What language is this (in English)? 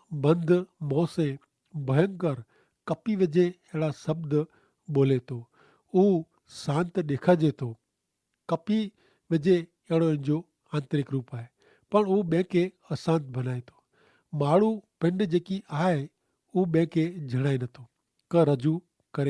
Kachhi